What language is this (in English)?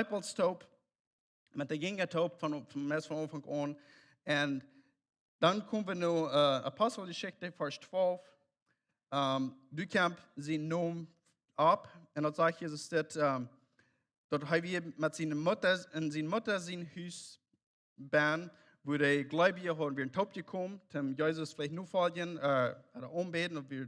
Plautdietsch